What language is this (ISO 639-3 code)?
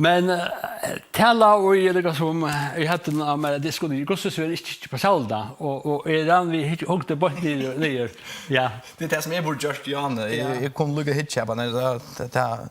fao